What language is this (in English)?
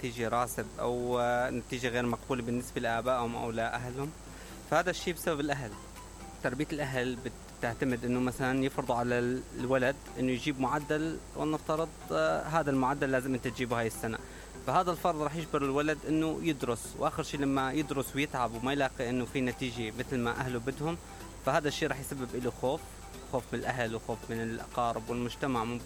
Mesopotamian Arabic